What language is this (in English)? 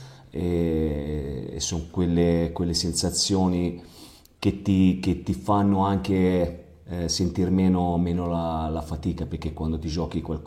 Italian